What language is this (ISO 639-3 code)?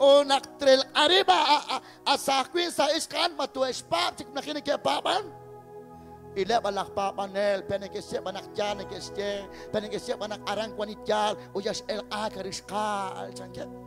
kek